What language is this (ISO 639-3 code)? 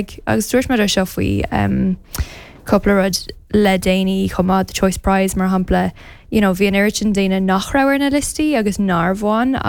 gle